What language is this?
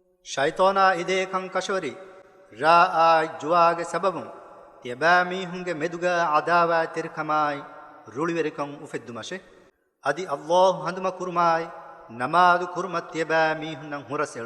Divehi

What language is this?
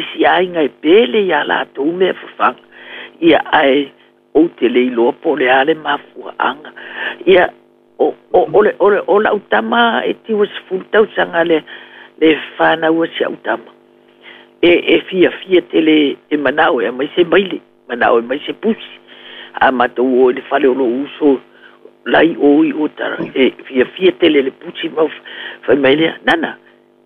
Samoan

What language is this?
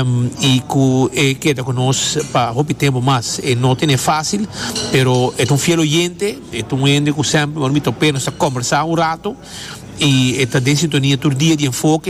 Papiamento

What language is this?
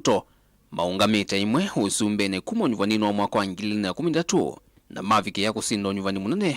Kamba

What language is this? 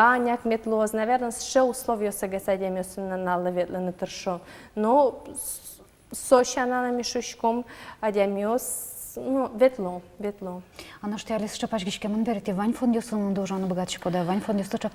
Udmurt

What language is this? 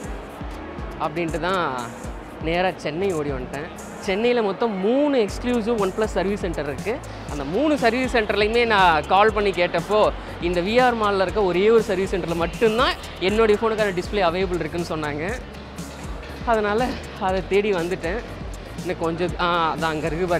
Tamil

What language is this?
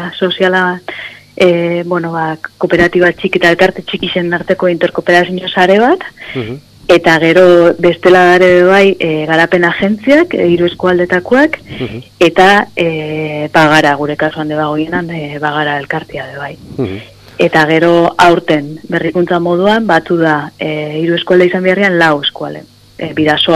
Basque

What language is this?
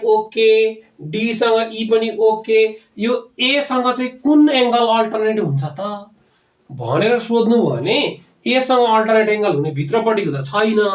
Nepali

